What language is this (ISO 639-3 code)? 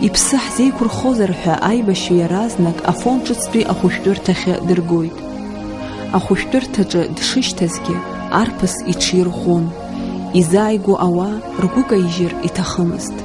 abk